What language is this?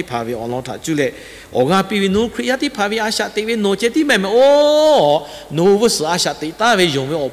Lahu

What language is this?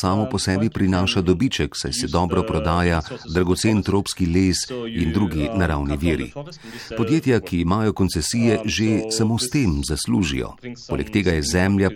Slovenian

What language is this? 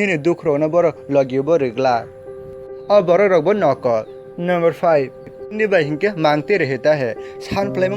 Kok Borok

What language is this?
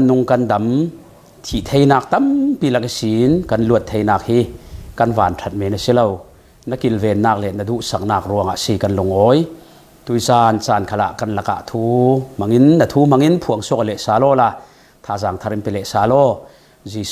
Falam Chin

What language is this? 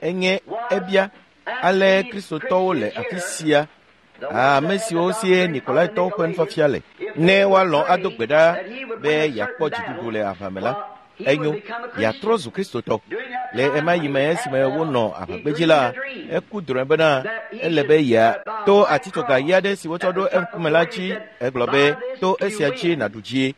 Ewe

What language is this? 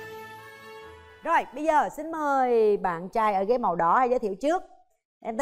Vietnamese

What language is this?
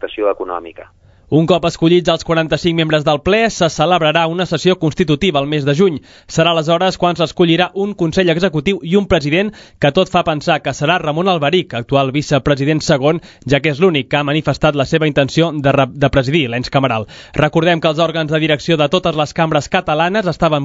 Catalan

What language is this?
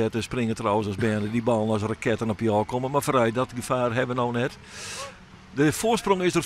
Western Frisian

